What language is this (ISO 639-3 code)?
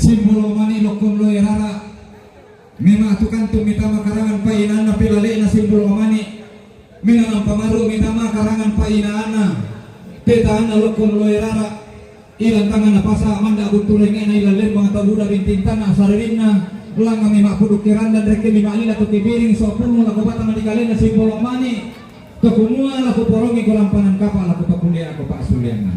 sda